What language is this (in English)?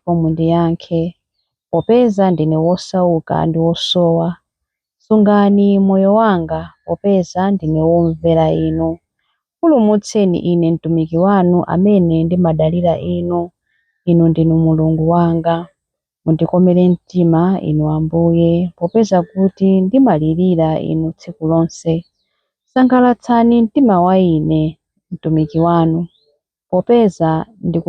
Nyanja